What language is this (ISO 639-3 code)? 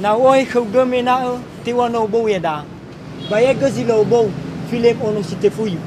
nia